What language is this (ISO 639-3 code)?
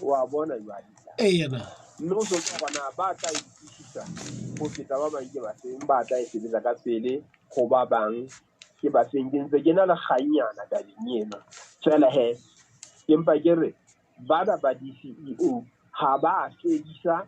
sot